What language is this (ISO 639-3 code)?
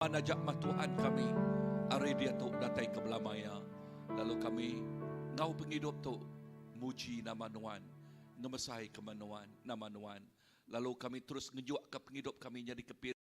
iba